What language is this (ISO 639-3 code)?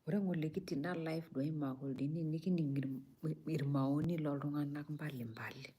mas